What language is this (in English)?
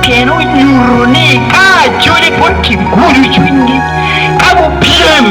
Acoli